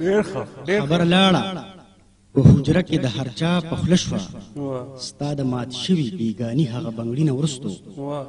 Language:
Pashto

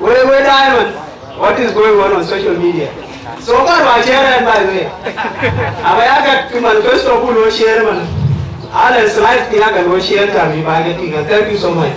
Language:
Dinka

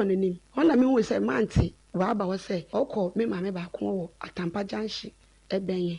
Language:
Akan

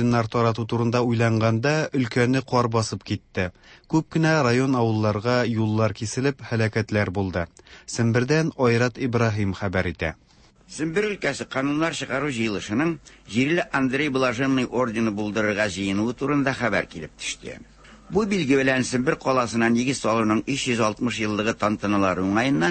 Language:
Tatar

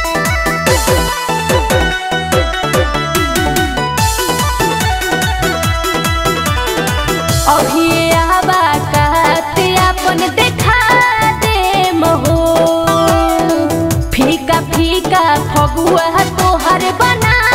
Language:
Bhojpuri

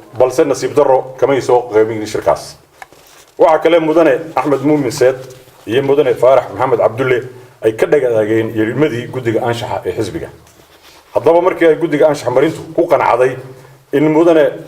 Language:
Somali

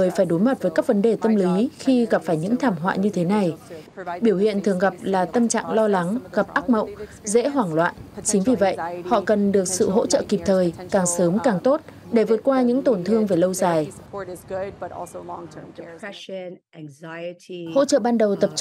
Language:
Vietnamese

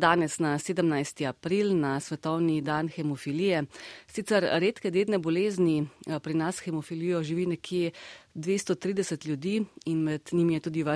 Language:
Slovenian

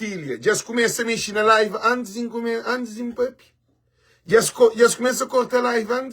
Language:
Kabuverdianu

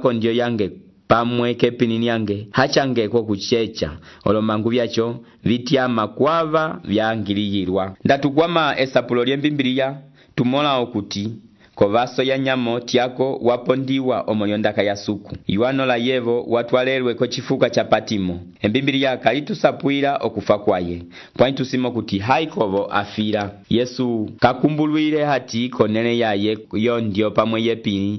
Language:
Umbundu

